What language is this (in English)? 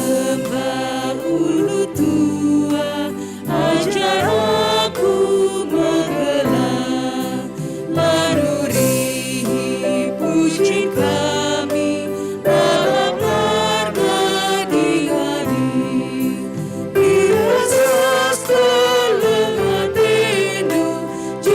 Batak Karo